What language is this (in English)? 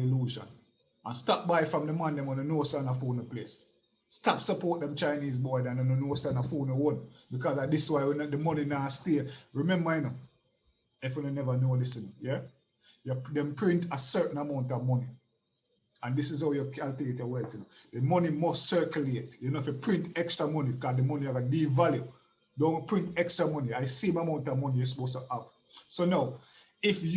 Jamaican Creole English